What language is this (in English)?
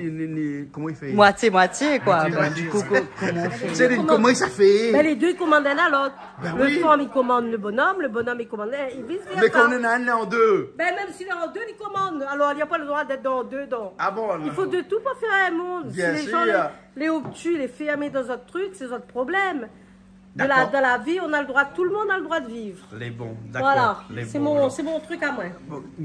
Réunion Creole French